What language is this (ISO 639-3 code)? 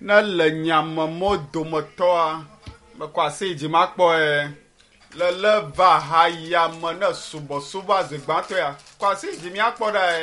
ewe